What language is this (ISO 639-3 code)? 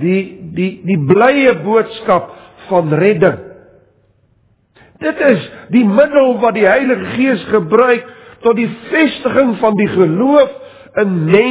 afr